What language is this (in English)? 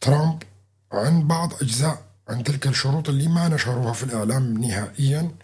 North Levantine Arabic